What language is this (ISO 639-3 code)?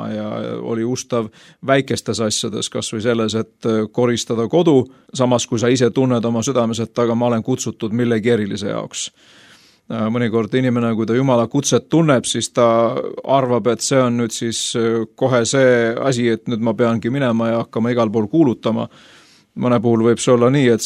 est